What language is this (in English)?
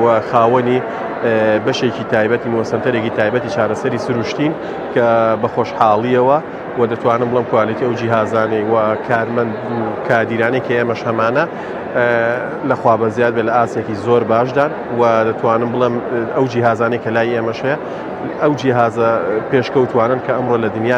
Central Kurdish